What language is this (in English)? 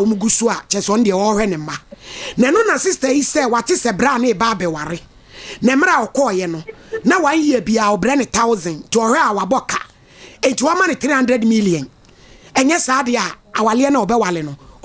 Akan